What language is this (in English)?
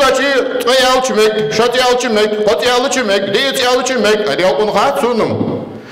Ingush